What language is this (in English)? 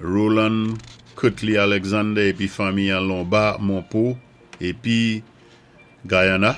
Saint Lucian Creole French